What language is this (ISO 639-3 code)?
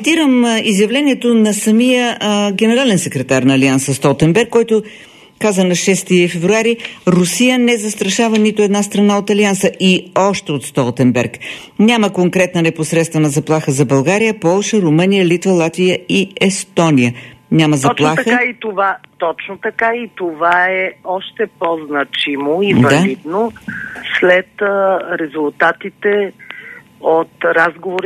bul